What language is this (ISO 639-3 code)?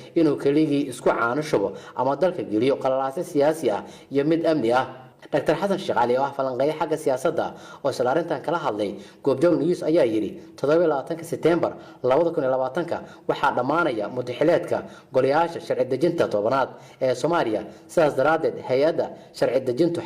som